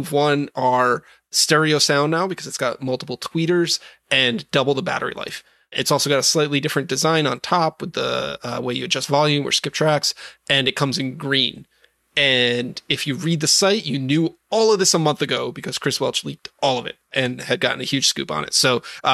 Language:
English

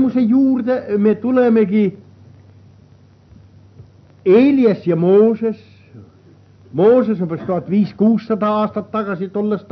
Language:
Estonian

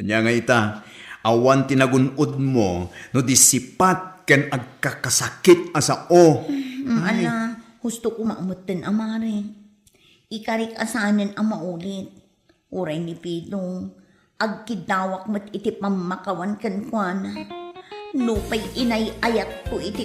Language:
Iloko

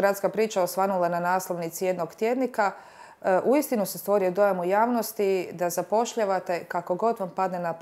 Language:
Bosnian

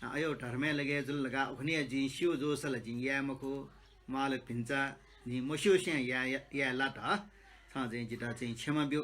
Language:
Newari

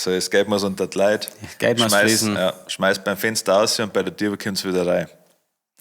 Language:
Bavarian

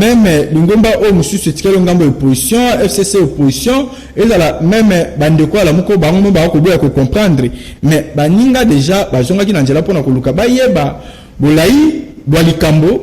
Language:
Lingala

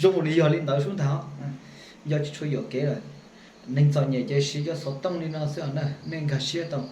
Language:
Hmong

